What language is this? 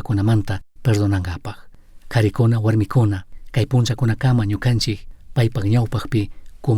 Chimborazo Highland Quichua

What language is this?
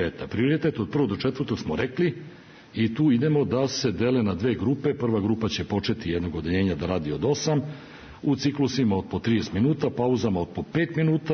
Serbian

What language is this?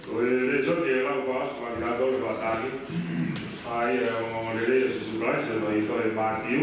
Tongan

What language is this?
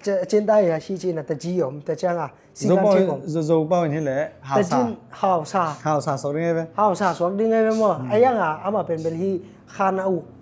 Tedim Chin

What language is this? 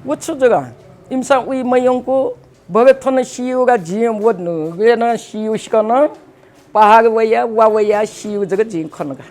Newari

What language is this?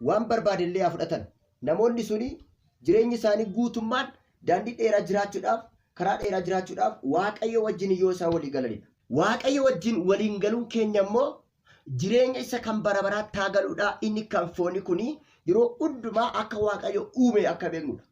Oromo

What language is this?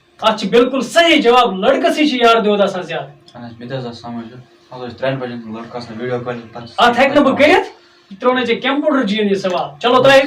Kashmiri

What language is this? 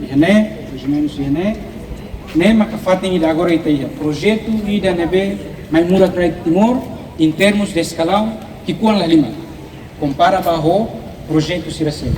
Tetum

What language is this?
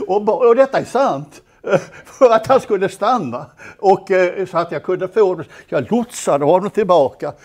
Swedish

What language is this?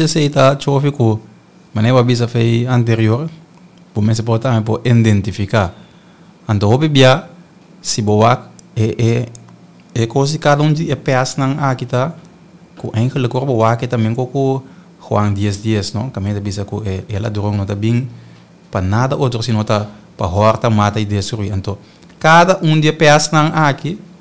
Papiamento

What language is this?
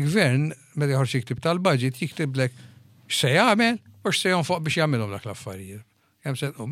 Maltese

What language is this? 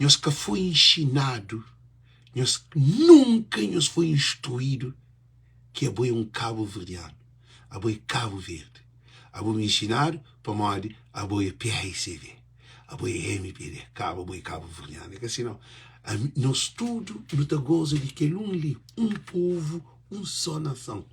Kabuverdianu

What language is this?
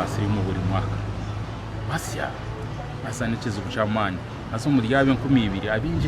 Nyankole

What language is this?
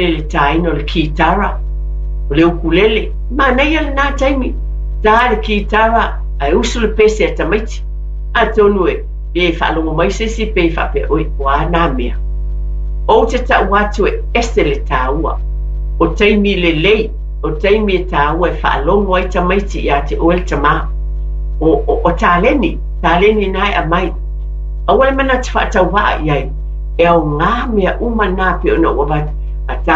Samoan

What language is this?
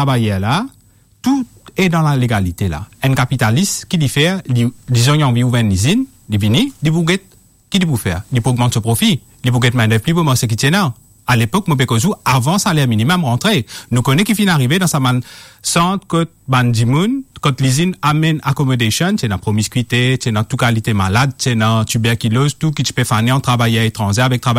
Morisyen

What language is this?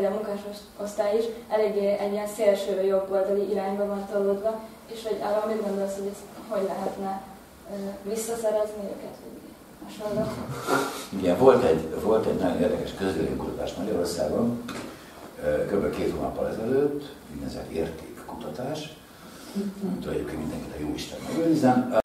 Hungarian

